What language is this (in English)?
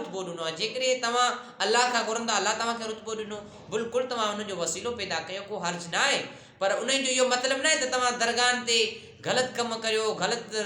Sindhi